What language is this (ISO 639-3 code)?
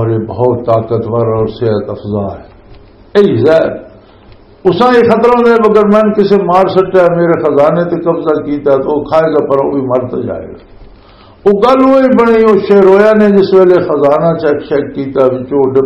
lah